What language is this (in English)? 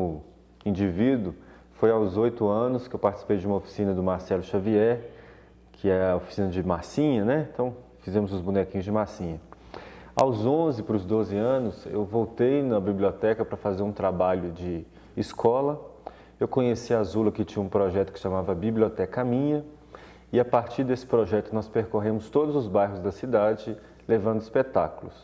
Portuguese